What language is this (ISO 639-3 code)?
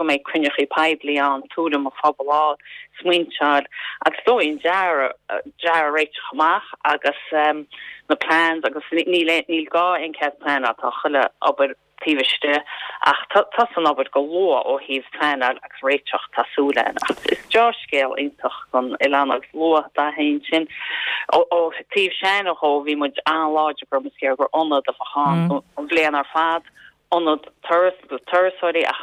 gle